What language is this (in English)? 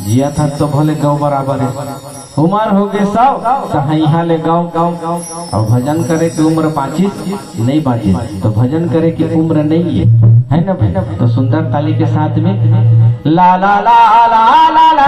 Chhattisgarhi